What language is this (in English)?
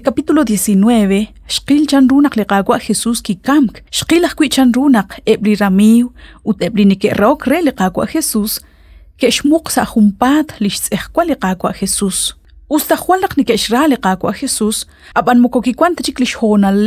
Kekchí